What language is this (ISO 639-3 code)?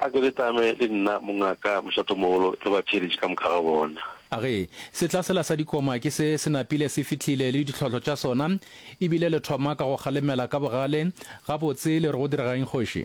nso